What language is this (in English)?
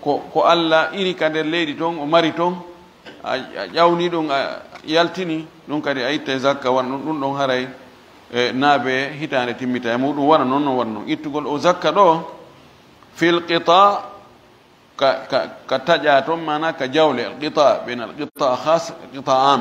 Fula